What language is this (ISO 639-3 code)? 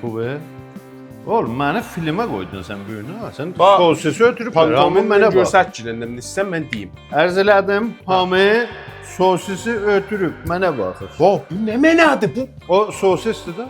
azb